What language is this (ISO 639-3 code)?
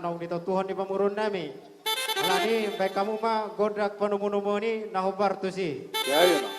bbc